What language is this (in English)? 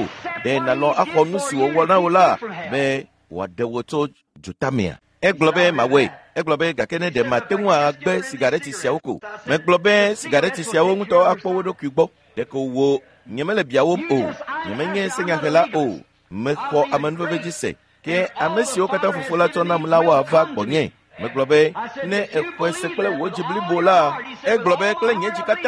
Ewe